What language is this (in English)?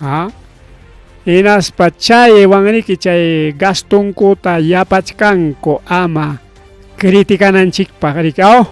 Ayacucho Quechua